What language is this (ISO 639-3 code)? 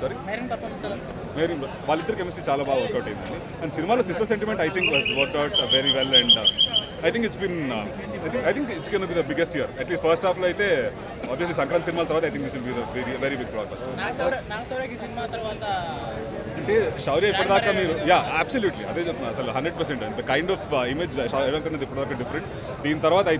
tel